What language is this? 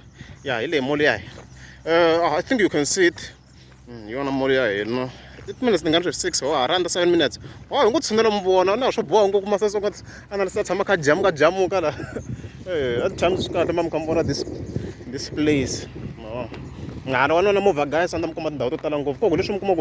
Tsonga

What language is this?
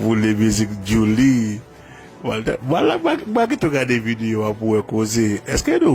Haitian Creole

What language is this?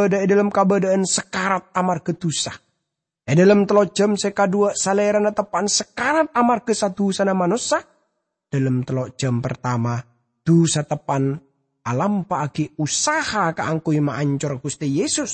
Madurese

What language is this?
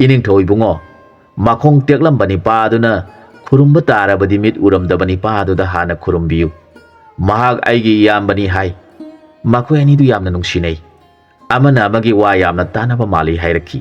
Manipuri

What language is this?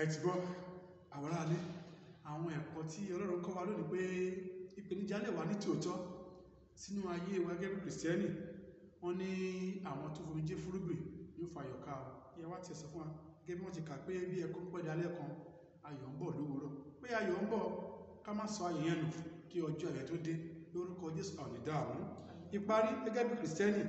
Yoruba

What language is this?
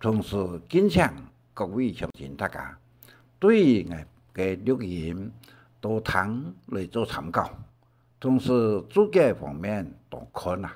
Hakka Chinese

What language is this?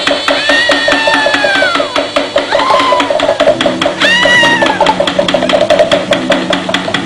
Malay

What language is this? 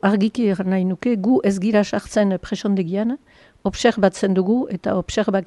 Basque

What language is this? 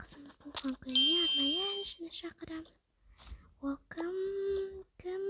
Kazakh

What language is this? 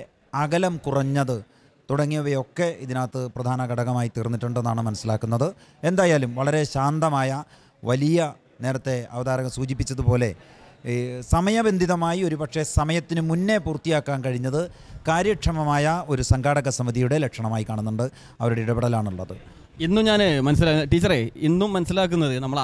Malayalam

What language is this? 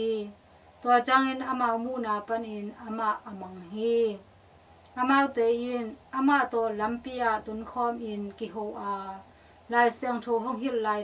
Tedim Chin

